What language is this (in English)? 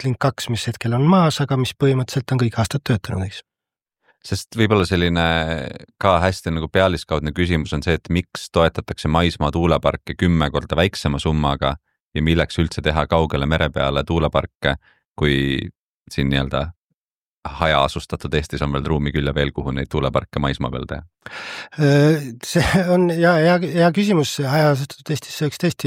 Estonian